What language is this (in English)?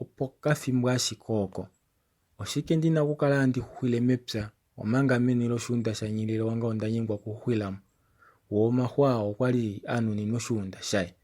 Kuanyama